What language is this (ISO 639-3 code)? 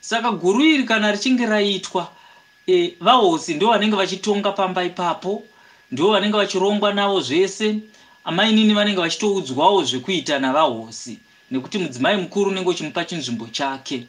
sna